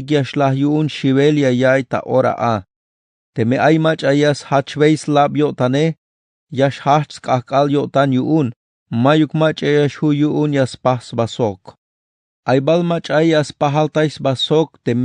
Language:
Tzeltal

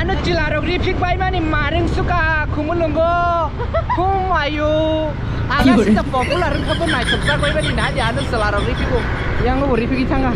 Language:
Kok Borok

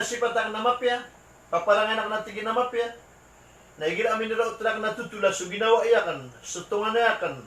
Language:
Maranao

